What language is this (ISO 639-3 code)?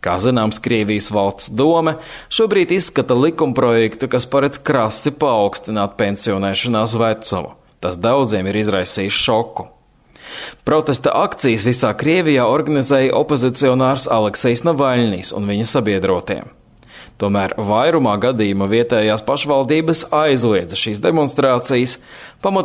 lav